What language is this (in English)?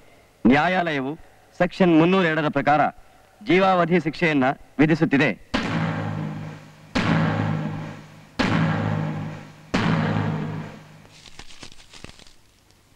Kannada